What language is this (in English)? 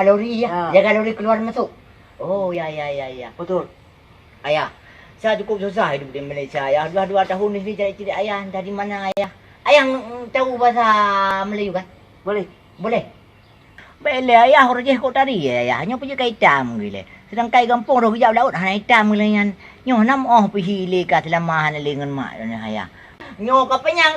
Achinese